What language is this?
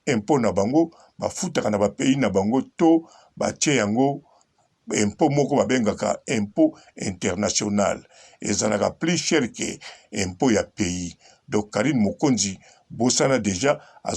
Lingala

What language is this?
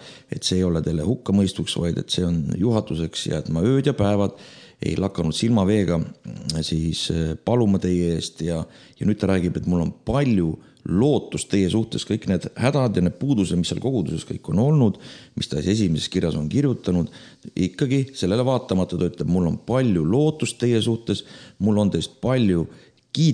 Estonian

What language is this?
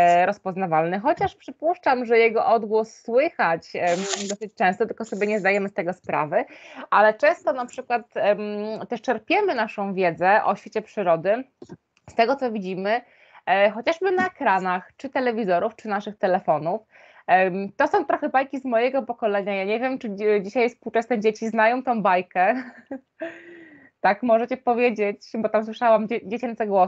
Polish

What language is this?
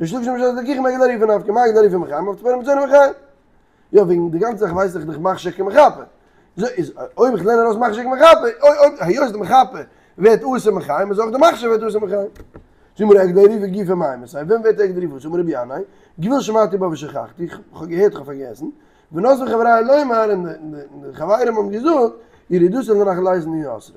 Yiddish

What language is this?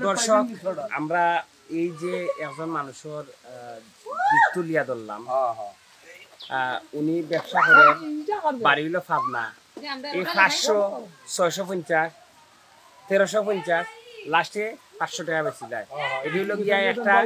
Sylheti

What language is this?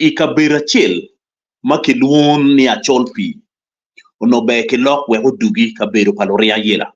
Acoli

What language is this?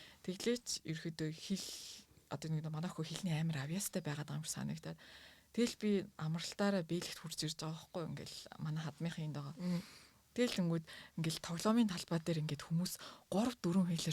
Mongolian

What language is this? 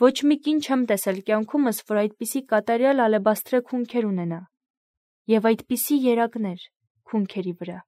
Armenian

